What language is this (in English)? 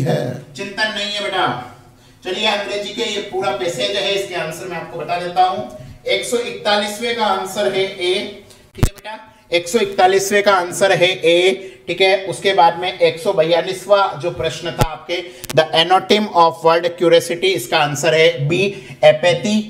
Hindi